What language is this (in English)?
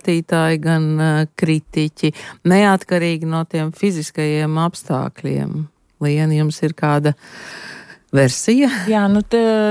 Latvian